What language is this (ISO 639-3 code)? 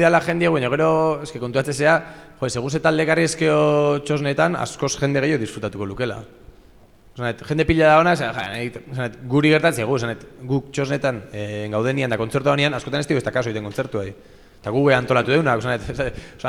eus